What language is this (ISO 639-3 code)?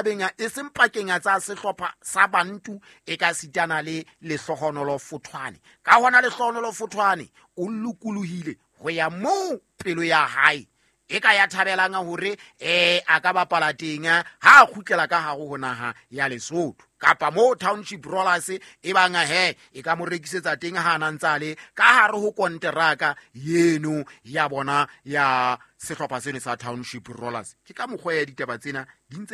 sot